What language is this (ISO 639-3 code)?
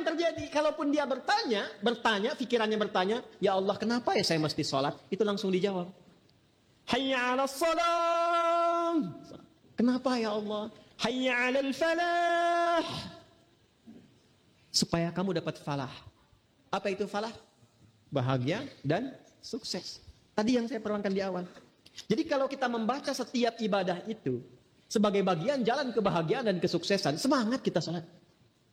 ind